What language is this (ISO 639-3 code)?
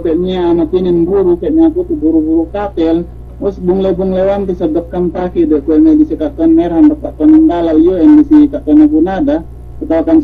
yka